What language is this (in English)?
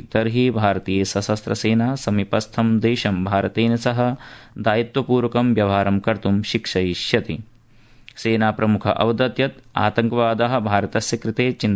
Sanskrit